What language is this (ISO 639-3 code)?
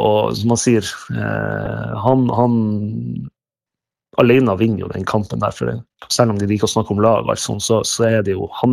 nor